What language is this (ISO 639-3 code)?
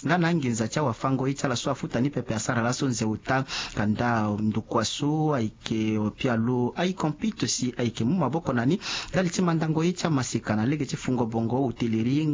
sag